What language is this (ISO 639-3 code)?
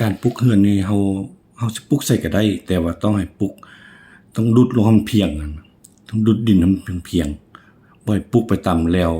lao